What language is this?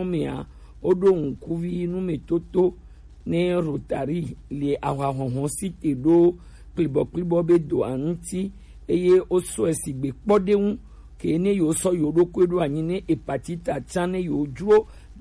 Gen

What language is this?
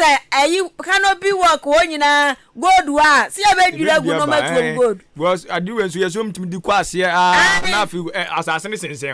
Akan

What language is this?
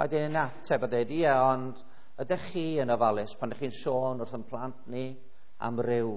Welsh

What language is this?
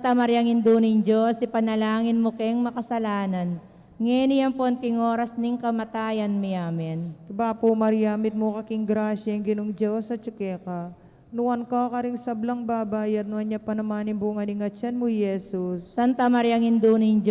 Pampanga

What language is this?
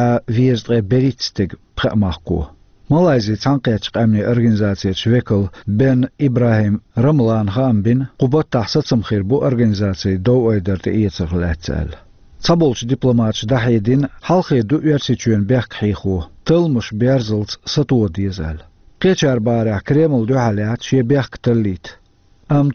Chechen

